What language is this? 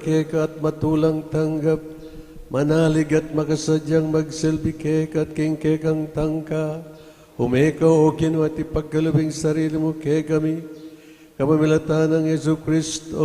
Pampanga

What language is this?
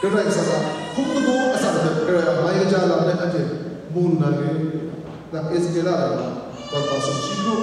Kachin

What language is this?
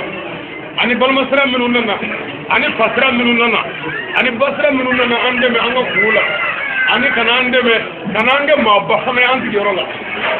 Bambara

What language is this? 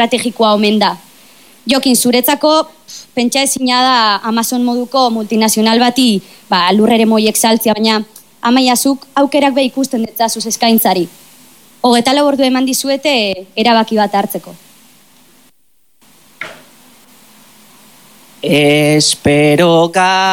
Basque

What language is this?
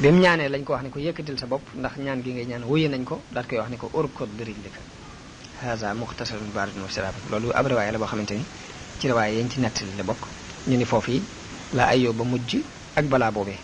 Wolof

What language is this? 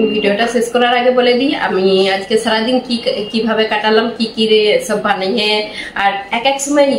Bangla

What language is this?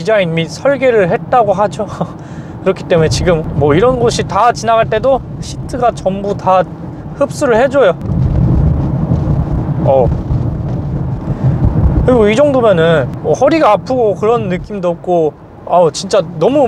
Korean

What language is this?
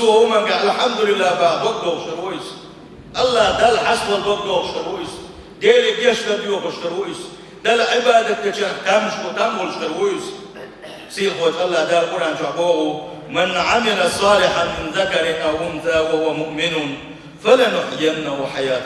Chechen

